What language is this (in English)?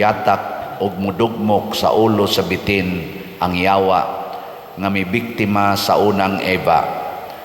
Cebuano